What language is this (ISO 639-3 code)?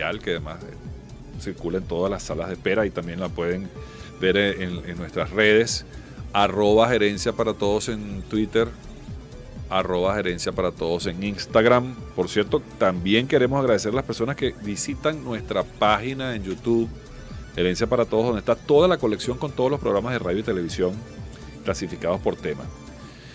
spa